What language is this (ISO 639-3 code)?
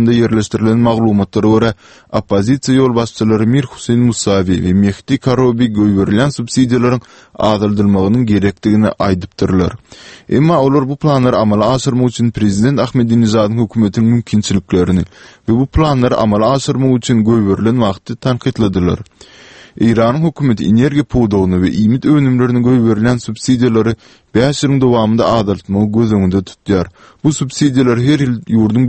tuk